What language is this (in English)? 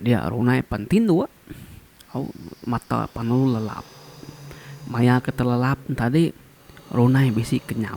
Iban